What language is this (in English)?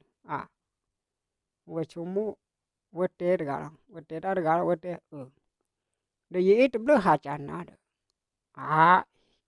S'gaw Karen